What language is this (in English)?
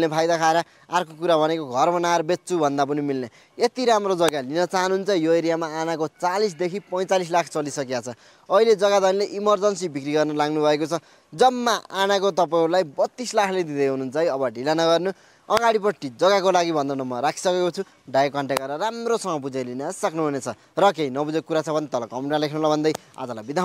Nepali